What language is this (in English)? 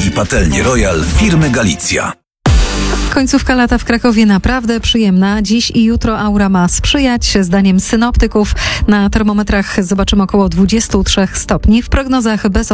Polish